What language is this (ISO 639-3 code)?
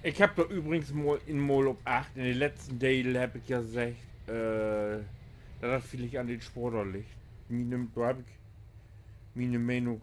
nds